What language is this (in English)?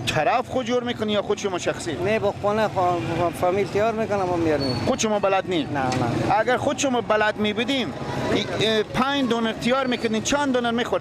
Persian